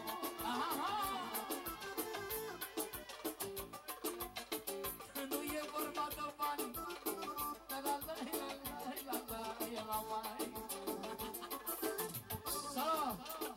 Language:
Romanian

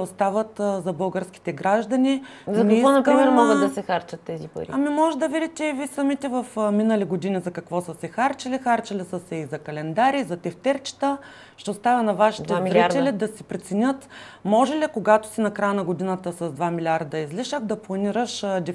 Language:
Bulgarian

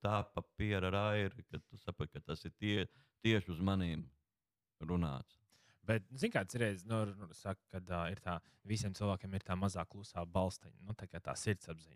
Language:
Latvian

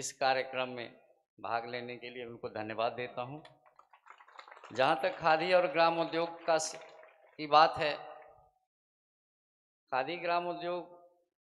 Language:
Hindi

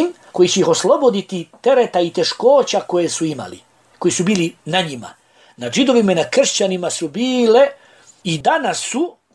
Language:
Bosnian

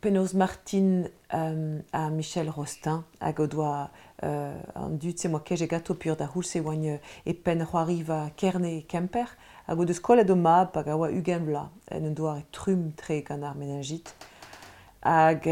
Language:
Breton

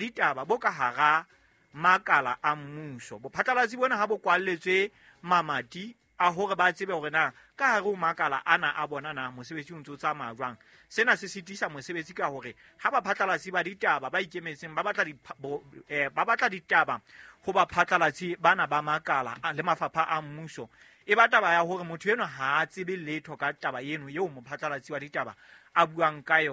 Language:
Southern Sotho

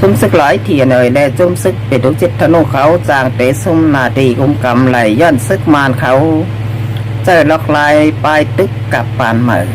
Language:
Shan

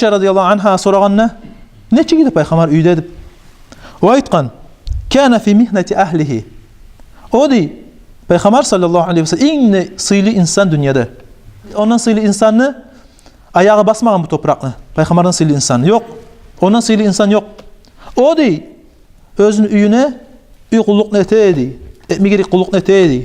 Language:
Kumyk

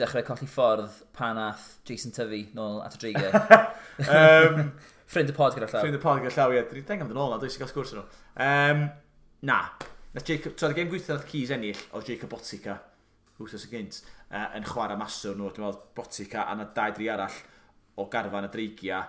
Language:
Welsh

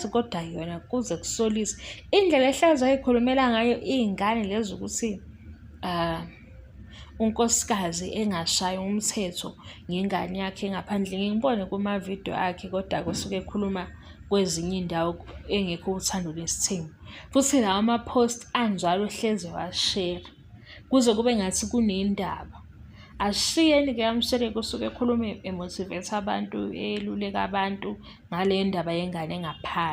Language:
Zulu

